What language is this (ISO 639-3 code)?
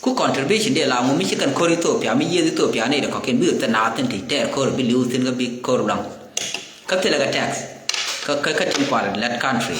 nus